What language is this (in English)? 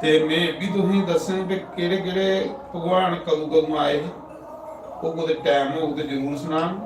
Dogri